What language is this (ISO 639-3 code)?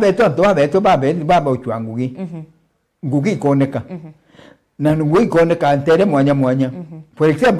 mer